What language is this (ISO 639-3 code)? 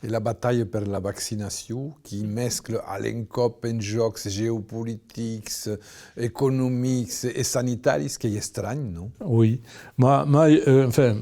oci